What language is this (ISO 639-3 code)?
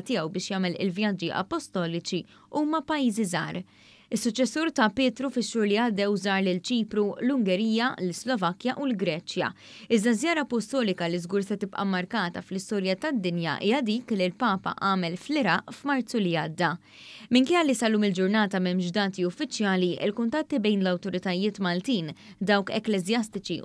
mlt